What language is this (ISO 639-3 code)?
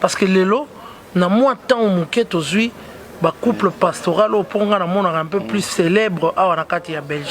lin